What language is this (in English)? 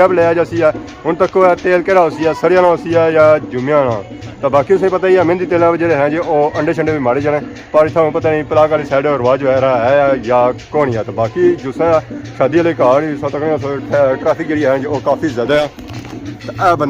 Pahari-Potwari